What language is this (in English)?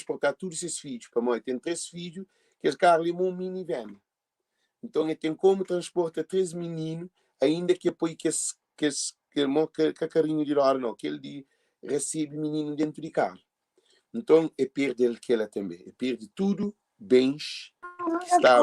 Kabuverdianu